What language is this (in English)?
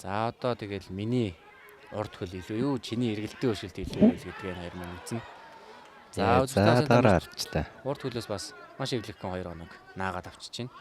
Mongolian